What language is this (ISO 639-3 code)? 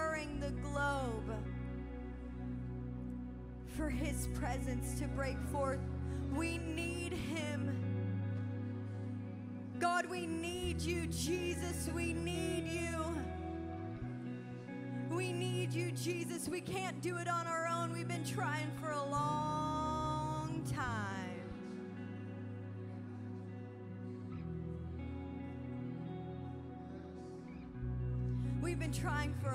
eng